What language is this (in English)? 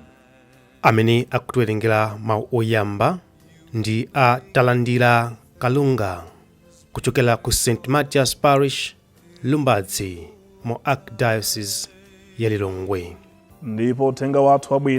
Nyanja